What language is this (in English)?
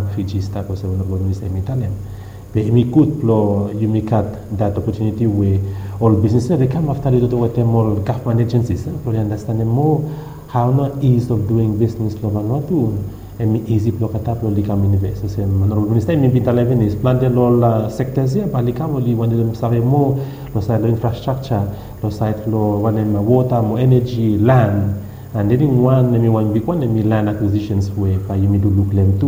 Bislama